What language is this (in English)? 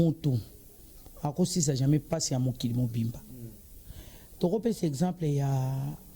Lingala